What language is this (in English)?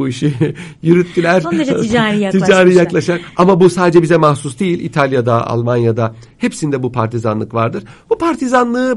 Turkish